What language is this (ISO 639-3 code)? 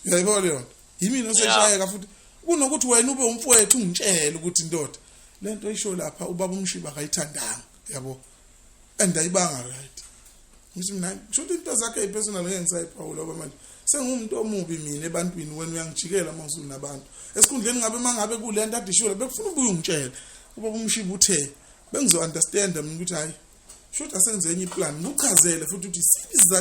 zul